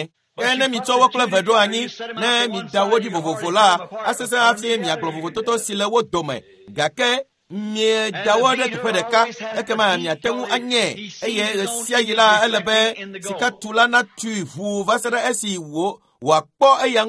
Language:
Ewe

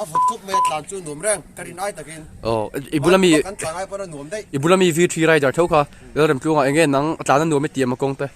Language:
Mizo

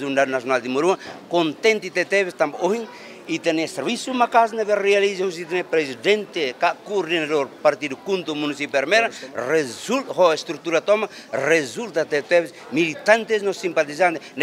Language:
Tetum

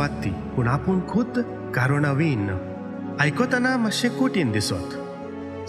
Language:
Konkani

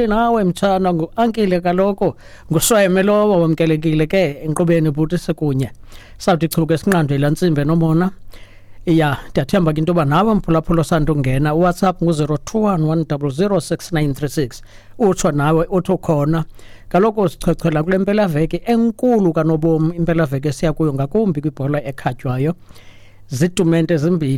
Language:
Xhosa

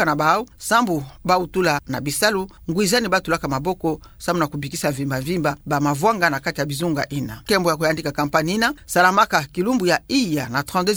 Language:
Kituba (Democratic Republic of Congo)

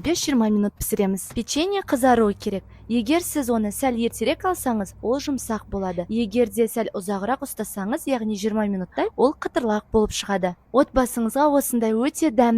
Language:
Kazakh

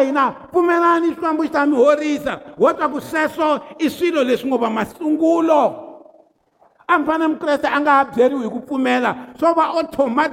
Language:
Tsonga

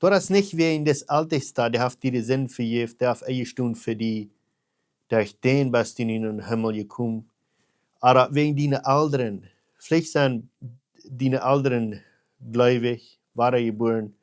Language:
Plautdietsch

